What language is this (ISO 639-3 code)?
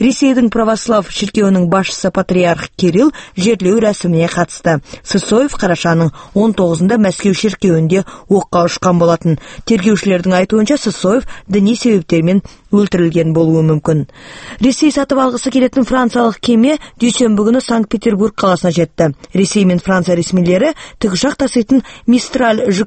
kaz